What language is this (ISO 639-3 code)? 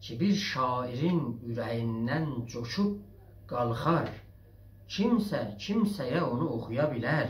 azb